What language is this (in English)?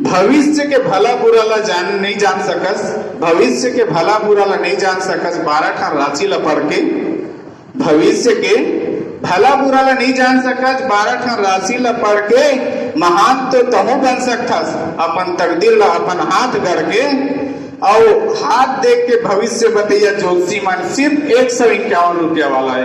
Chhattisgarhi